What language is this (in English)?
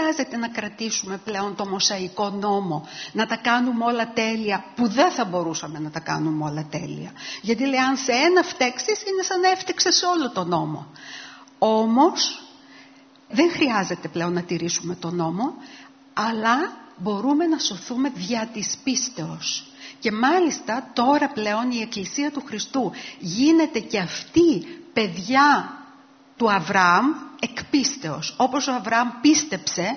Greek